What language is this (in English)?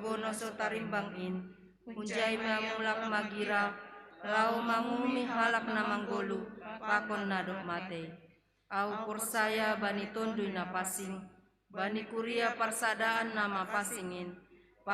Batak Simalungun